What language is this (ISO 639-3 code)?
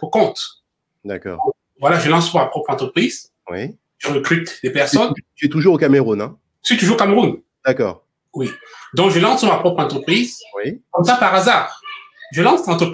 fra